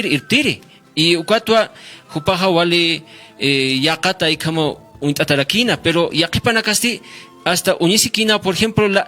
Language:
Aymara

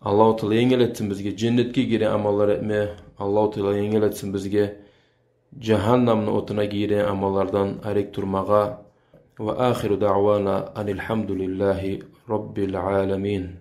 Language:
Kumyk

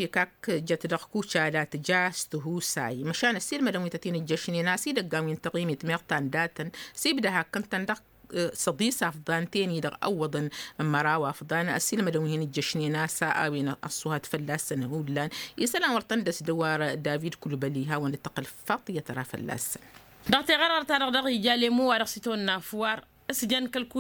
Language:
Tamasheq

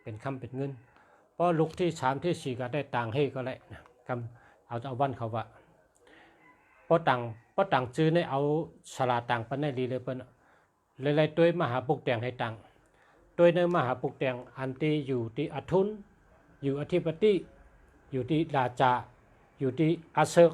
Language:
Shan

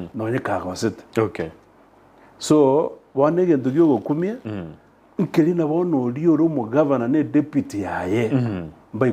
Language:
Gusii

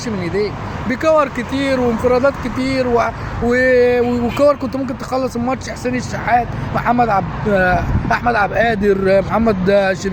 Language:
Egyptian Arabic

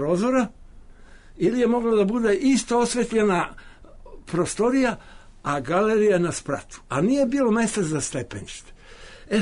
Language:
Serbian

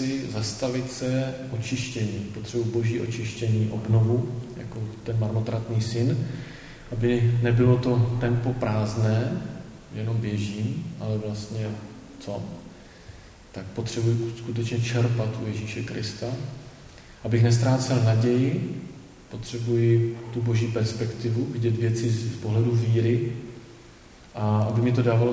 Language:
Czech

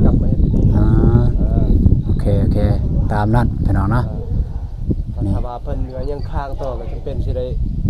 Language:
Lao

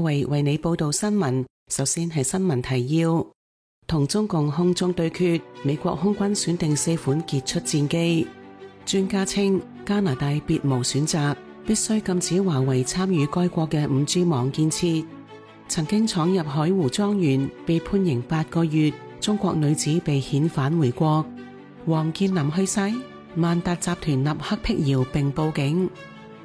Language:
Cantonese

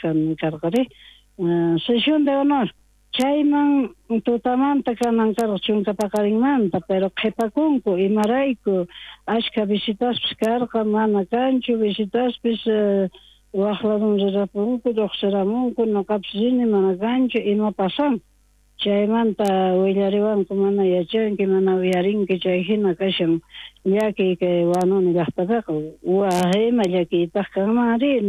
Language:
South Bolivian Quechua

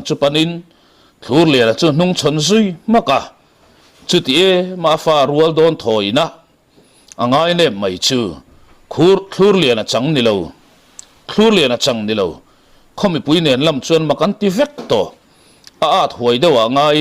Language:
Mizo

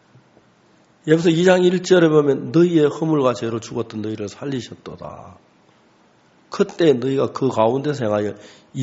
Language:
Korean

